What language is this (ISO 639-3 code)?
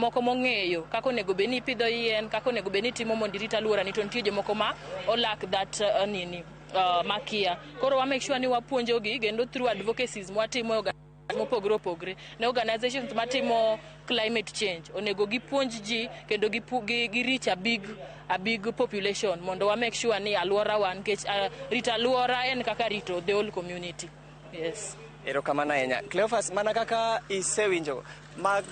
luo